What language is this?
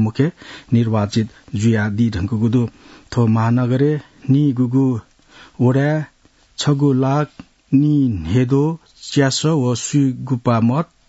Newari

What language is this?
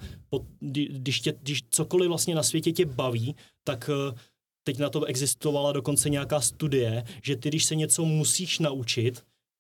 Czech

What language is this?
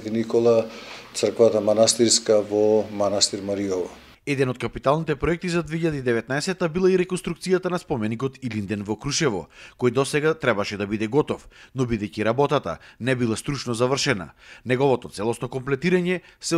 Macedonian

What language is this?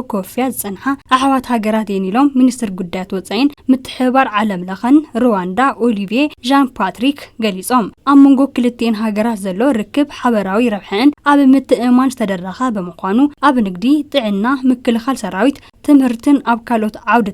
Tigrinya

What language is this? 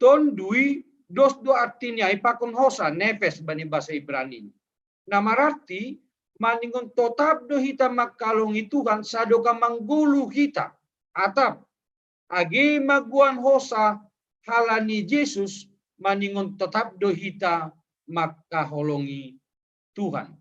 Batak Simalungun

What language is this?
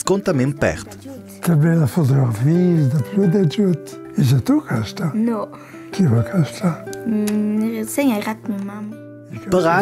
Ladin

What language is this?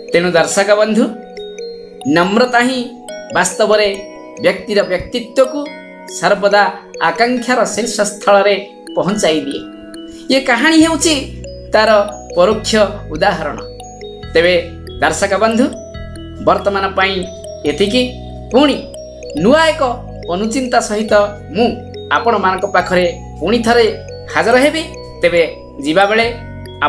Odia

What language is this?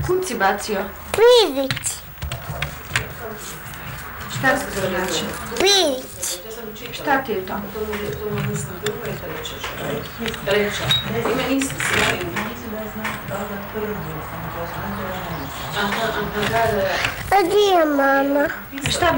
Croatian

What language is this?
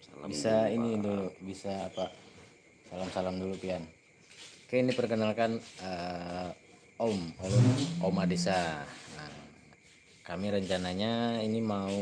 Banjar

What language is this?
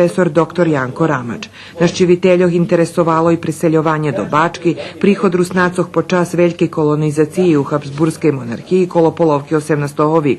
Rusyn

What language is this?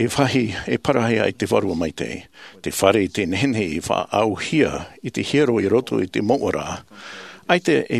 Tahitian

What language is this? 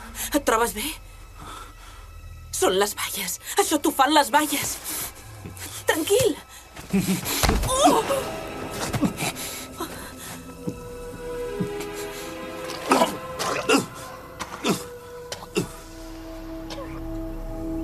Catalan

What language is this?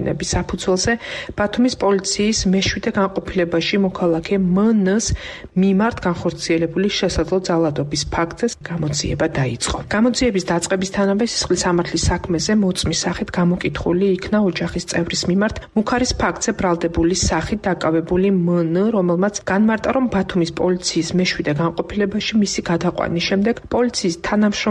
Georgian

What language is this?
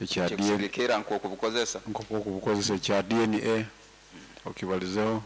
Nyoro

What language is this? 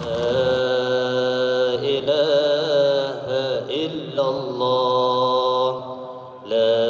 Achinese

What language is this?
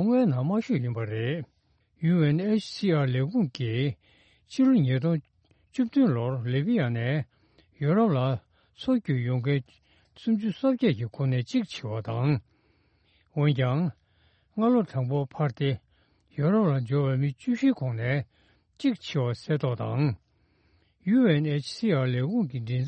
Tibetan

